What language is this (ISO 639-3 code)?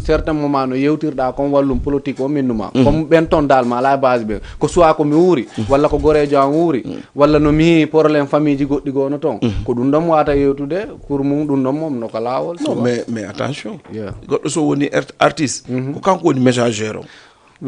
ful